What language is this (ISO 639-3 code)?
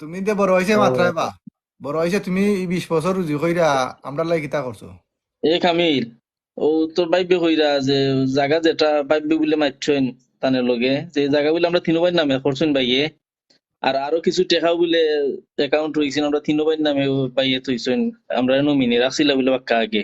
syl